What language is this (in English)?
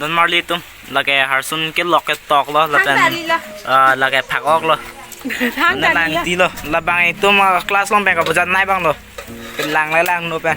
Karbi